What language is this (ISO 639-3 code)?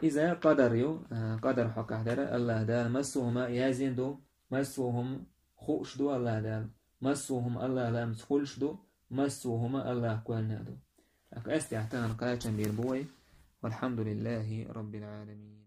che